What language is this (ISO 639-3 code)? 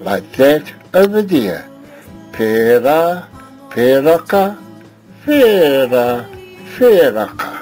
mri